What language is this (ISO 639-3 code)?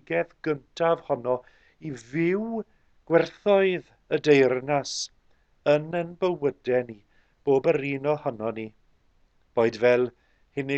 cym